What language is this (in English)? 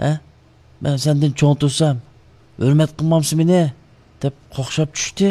Uyghur